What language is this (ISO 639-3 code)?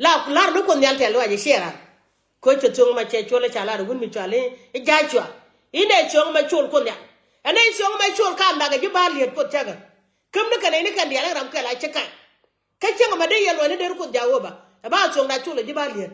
nus